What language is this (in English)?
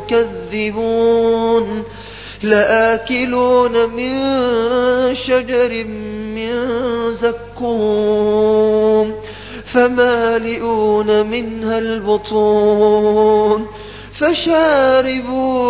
Arabic